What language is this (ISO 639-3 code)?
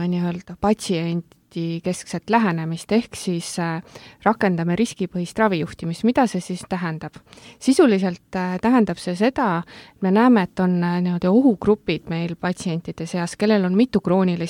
est